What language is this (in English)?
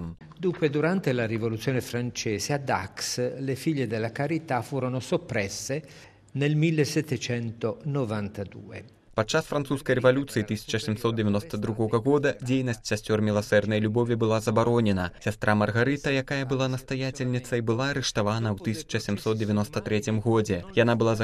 Belarusian